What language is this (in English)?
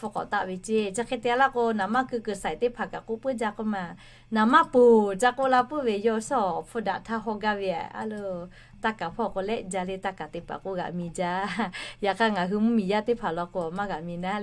Lahu